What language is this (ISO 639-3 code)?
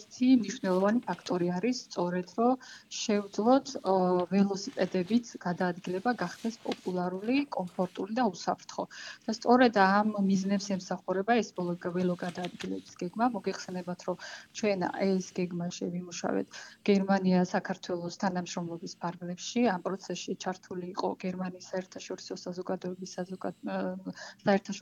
kat